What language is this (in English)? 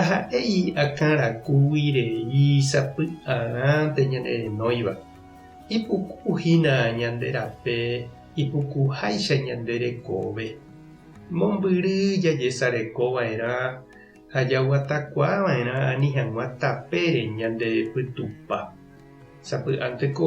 Guarani